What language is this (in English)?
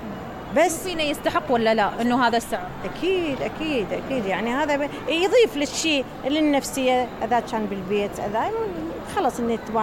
Mesopotamian Arabic